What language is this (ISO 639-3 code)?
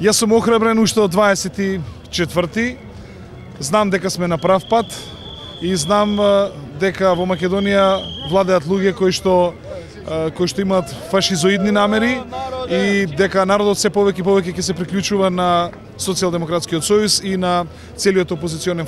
mkd